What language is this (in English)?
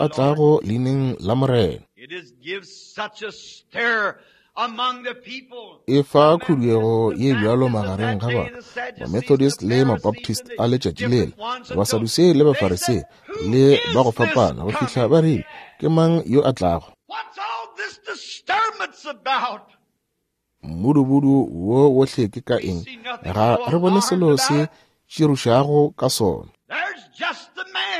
Northern Sotho